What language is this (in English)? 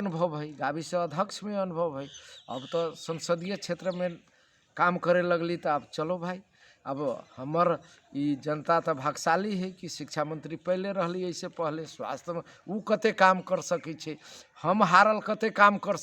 Magahi